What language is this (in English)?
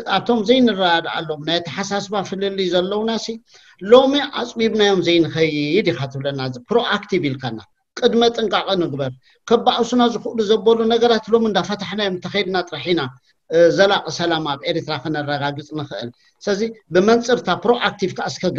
Tigrinya